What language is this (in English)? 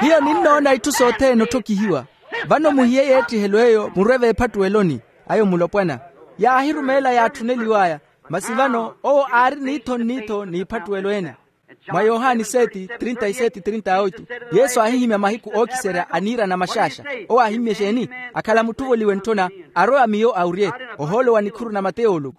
Makhuwa